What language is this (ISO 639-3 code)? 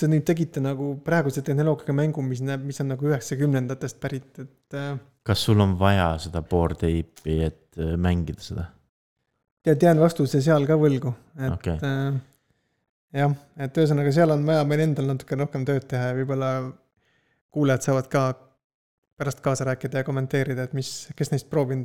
est